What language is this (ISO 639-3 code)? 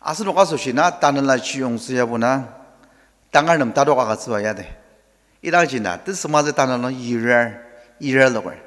njo